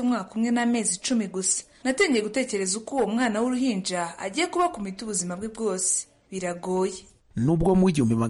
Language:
Kinyarwanda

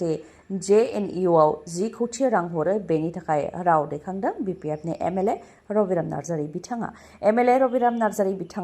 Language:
Bodo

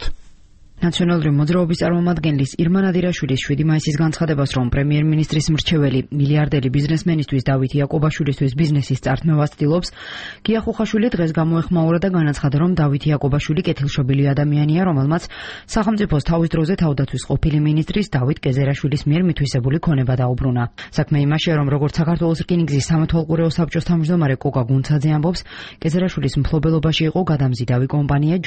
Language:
Georgian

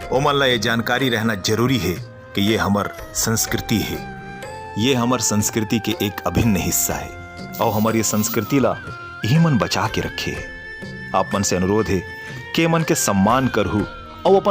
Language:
Chhattisgarhi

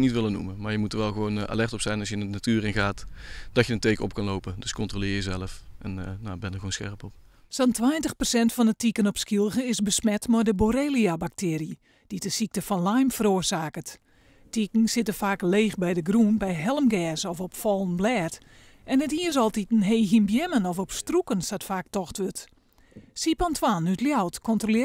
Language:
Western Frisian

